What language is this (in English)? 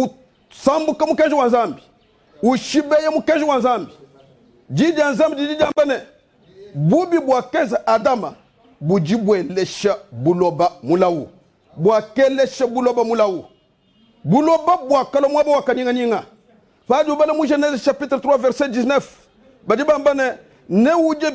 Luba-Lulua